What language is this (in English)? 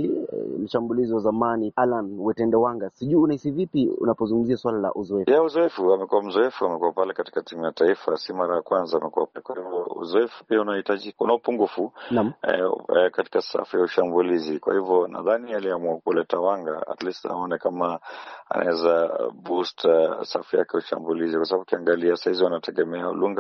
Swahili